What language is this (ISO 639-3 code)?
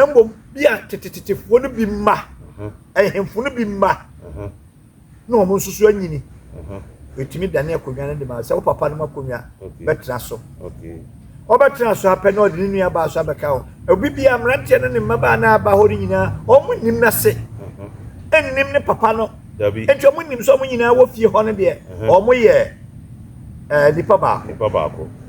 aka